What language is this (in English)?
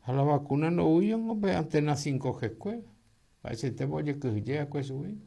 Guarani